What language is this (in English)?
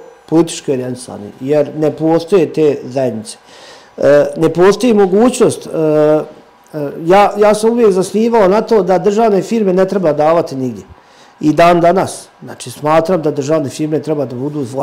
Serbian